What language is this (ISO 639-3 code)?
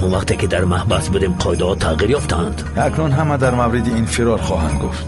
fas